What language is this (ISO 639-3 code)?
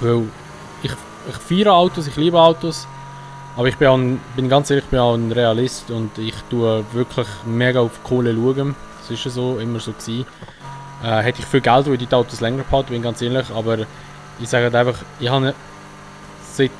gsw